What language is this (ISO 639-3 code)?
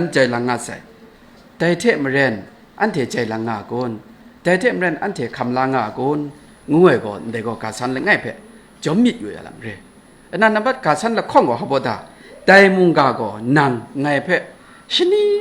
kac